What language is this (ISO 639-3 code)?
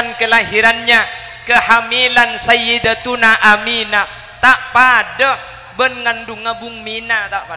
mad